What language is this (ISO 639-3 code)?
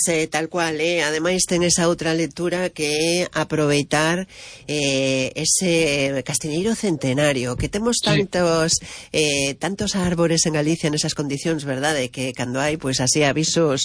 glg